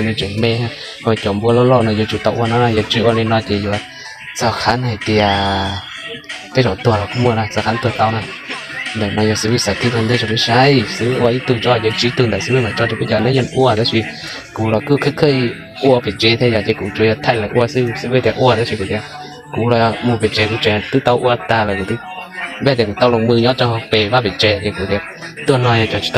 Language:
Hmong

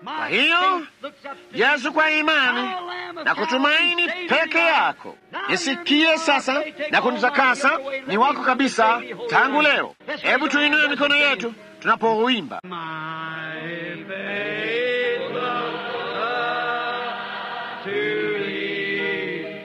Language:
Swahili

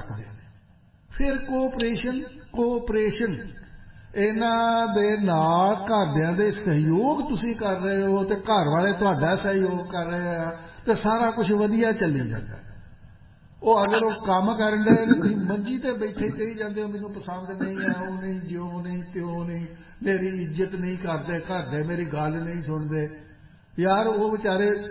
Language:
Punjabi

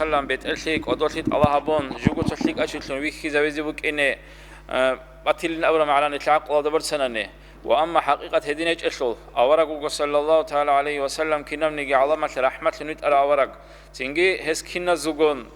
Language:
Avaric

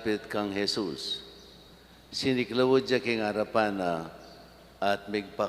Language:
Pampanga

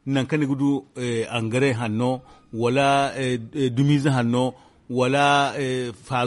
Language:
Zarma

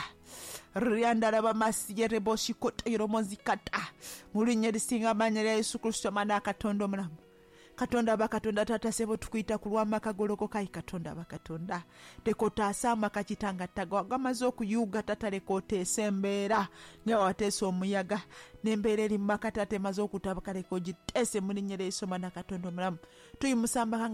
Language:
Ganda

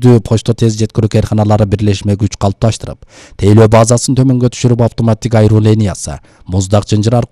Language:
Kyrgyz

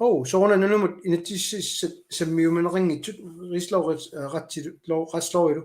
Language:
Kalaallisut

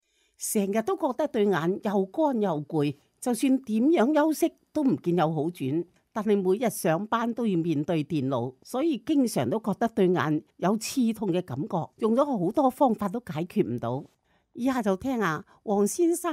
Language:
Cantonese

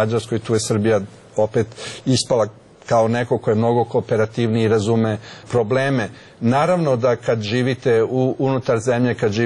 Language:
Serbian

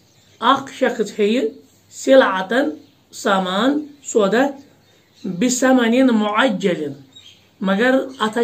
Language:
Kashmiri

